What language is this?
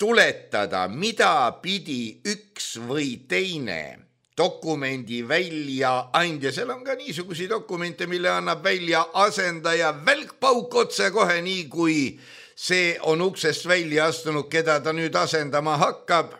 Estonian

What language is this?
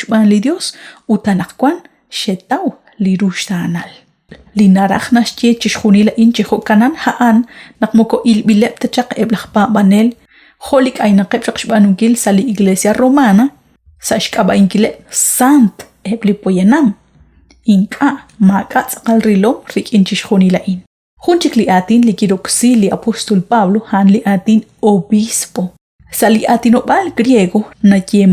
Kekchí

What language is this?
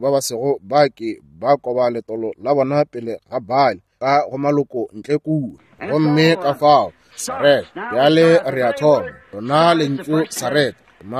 Northern Sotho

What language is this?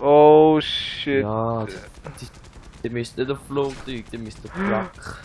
Swiss German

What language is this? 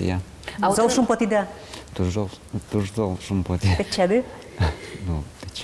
Udmurt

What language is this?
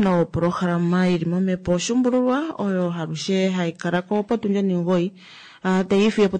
Kuanyama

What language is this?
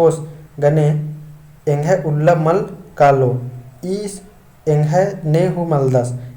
Kurukh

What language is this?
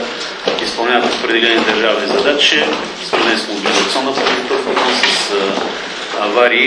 Bulgarian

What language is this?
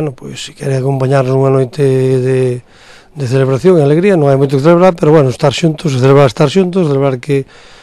Galician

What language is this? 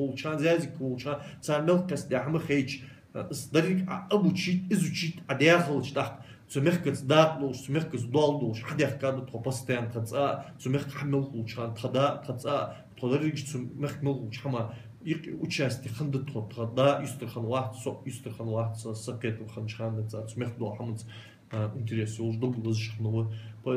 Ingush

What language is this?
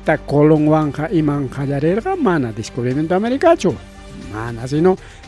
Ayacucho Quechua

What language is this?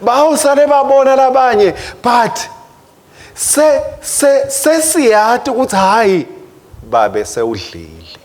Swati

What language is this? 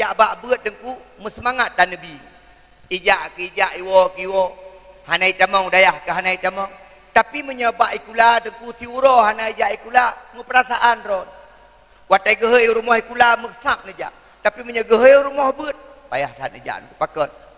Achinese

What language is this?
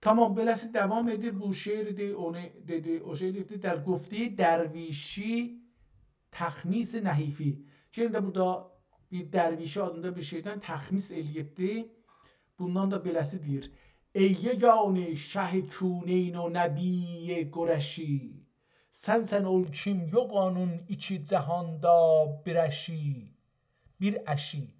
South Azerbaijani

